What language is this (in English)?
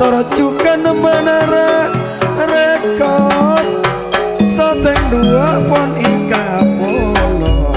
Madurese